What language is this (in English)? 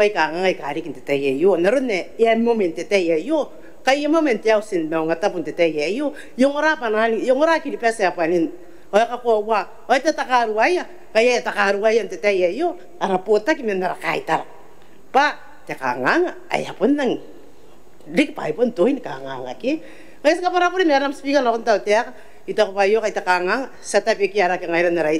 Gilbertese